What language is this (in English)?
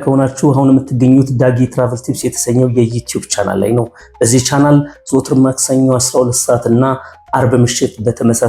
Amharic